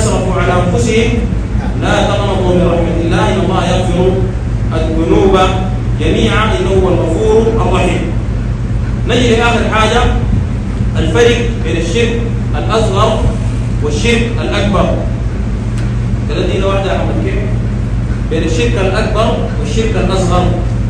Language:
Sudanese Arabic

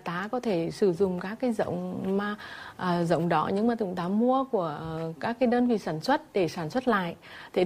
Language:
Vietnamese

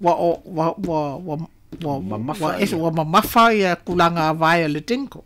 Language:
Samoan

